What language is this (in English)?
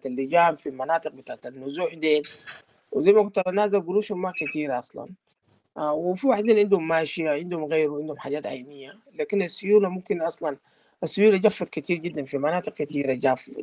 Sudanese Arabic